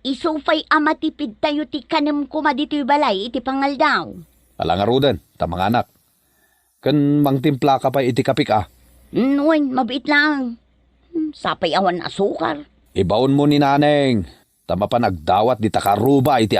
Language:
Iloko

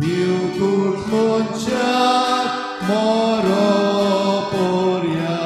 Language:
Konkani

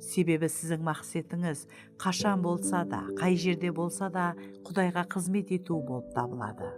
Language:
Kara-Kalpak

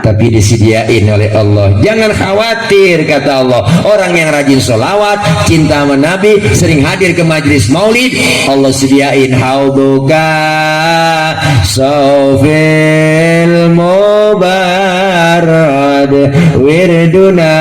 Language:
Betawi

